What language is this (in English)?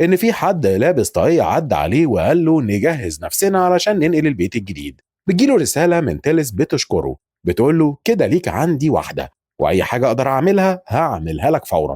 Egyptian Arabic